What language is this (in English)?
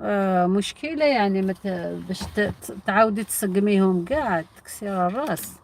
Algerian Arabic